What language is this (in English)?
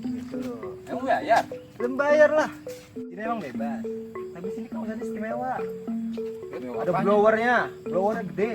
Betawi